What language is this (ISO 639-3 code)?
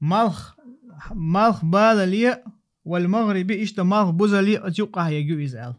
che